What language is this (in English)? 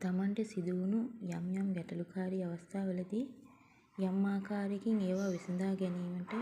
Sinhala